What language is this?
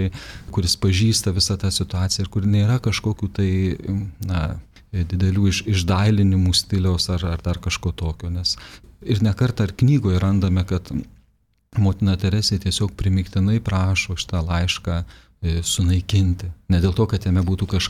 Lithuanian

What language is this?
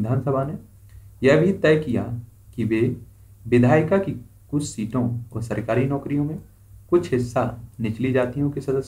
Hindi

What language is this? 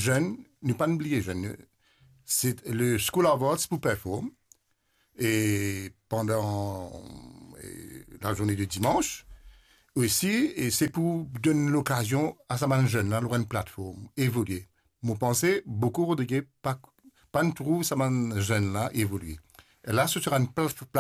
Morisyen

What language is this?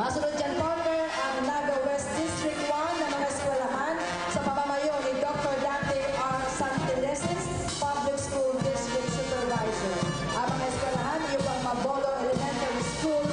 Bikol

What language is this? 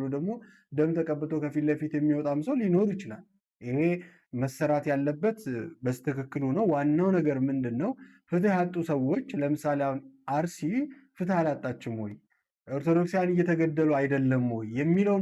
Amharic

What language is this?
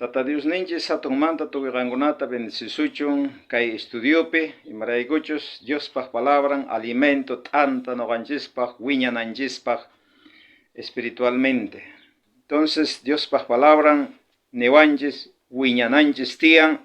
South Bolivian Quechua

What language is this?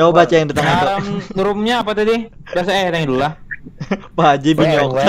Banjar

